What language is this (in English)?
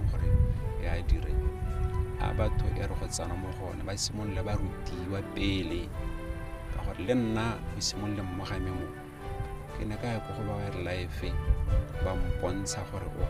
Tswana